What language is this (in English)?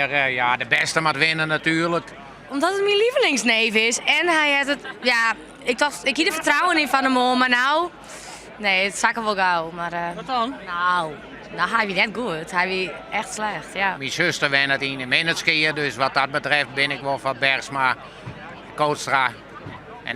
Western Frisian